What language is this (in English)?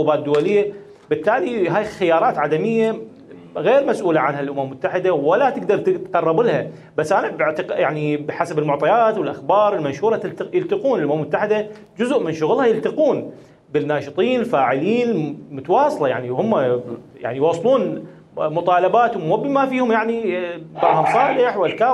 Mesopotamian Arabic